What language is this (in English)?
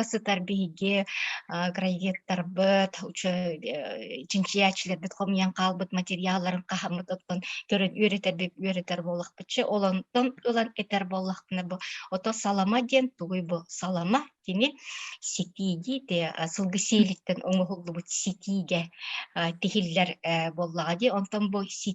Yakut